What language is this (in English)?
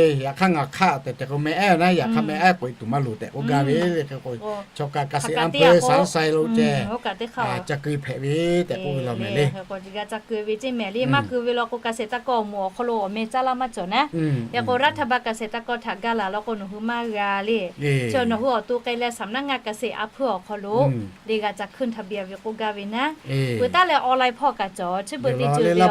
Lahu